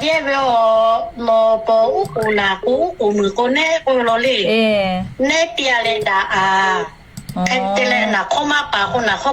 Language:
Lahu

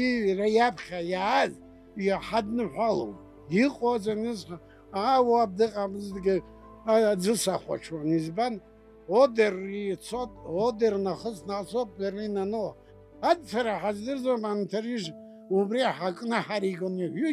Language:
Abkhazian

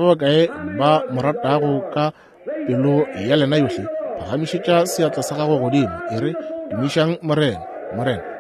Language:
Northern Sotho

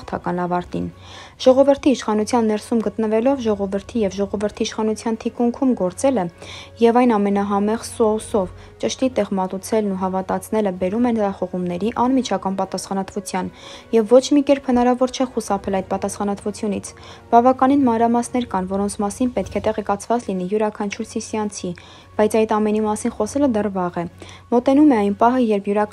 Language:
Armenian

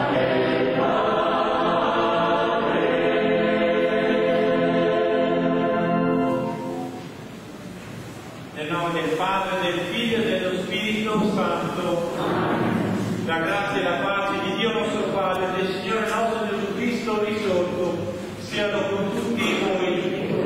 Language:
Italian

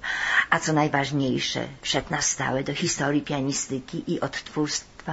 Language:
Polish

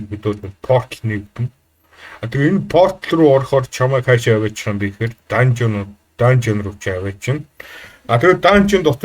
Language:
Mongolian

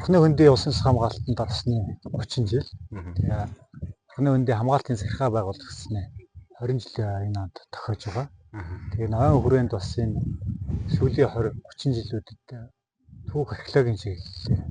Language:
Mongolian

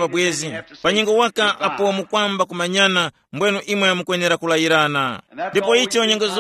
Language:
Tumbuka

